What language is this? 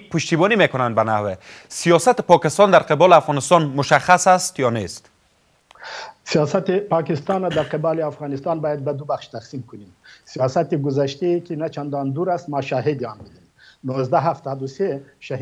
Persian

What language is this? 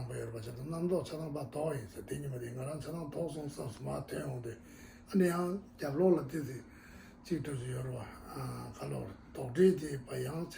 Tibetan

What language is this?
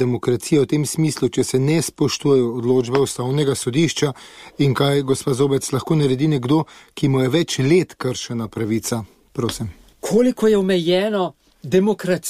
Slovenian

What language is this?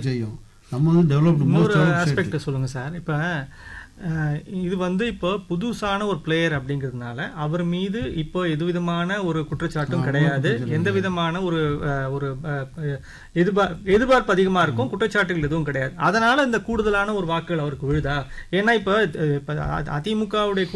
Tamil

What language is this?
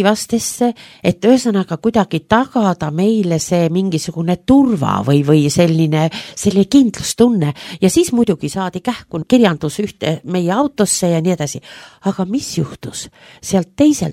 Estonian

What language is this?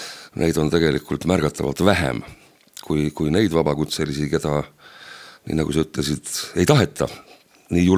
Estonian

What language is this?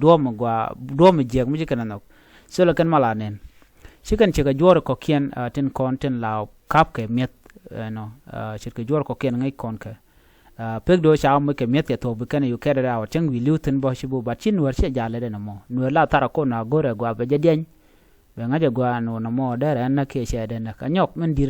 Nuer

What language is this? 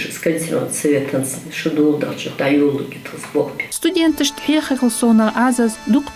Ingush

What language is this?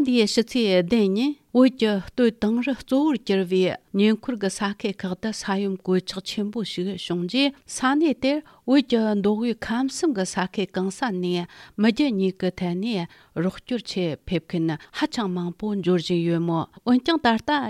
Tibetan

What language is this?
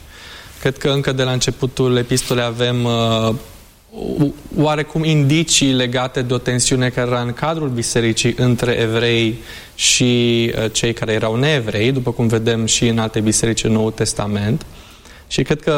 Romanian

